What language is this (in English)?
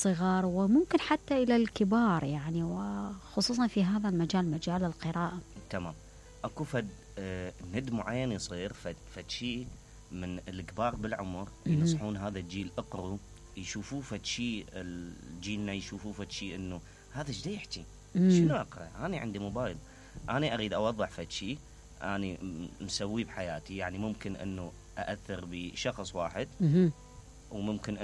Mesopotamian Arabic